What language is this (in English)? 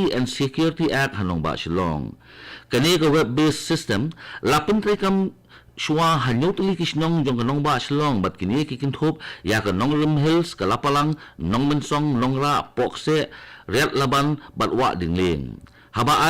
Khasi